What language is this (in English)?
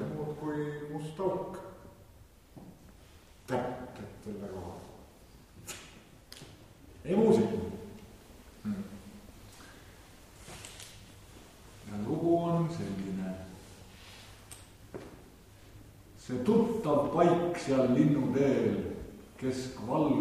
Estonian